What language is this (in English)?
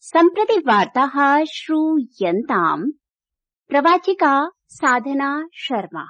Sanskrit